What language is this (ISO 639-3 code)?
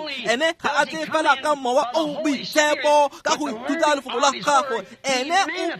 tsn